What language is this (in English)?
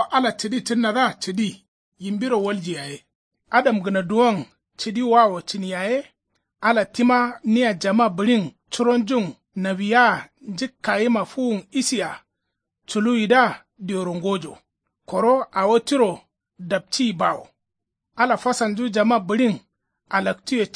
Kanuri